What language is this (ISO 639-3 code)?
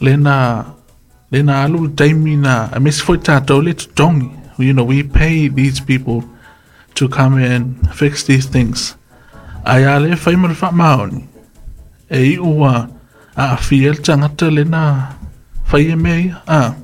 smo